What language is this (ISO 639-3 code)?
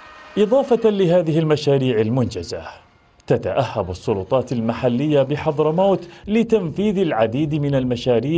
ara